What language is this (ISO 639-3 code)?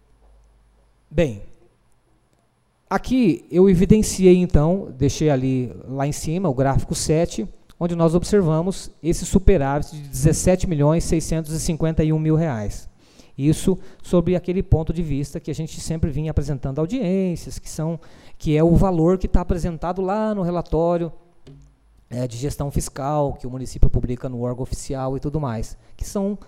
por